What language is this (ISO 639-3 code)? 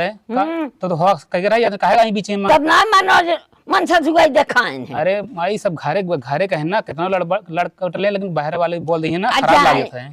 awa